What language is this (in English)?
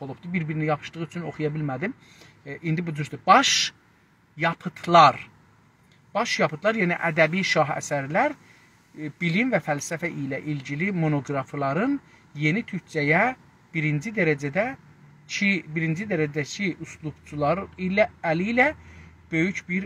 South Azerbaijani